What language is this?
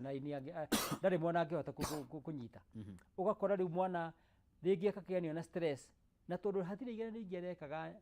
Kikuyu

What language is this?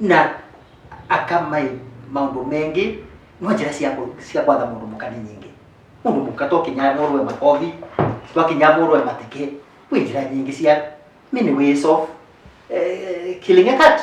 Kikuyu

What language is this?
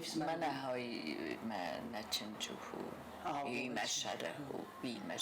Ossetic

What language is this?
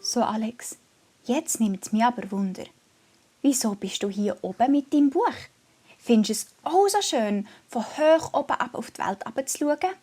Swiss German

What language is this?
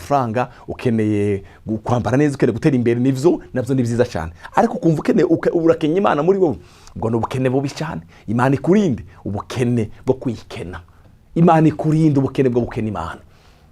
Rundi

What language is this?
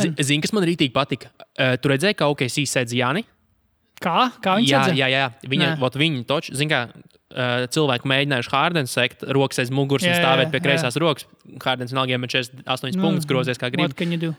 Latvian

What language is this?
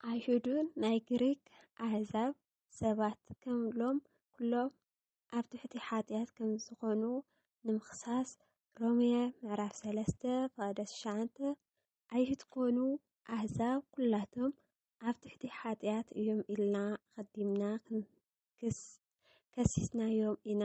Tigrinya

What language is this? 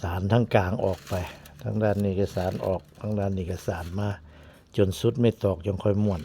Northeastern Thai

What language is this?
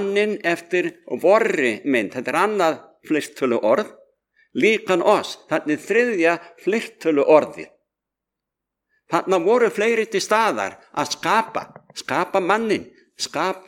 Icelandic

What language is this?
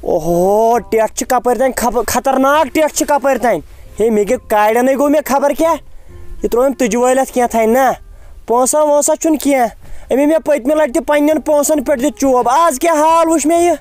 Kashmiri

